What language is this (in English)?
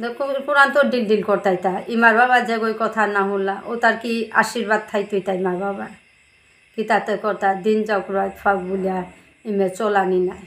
Bishnupriya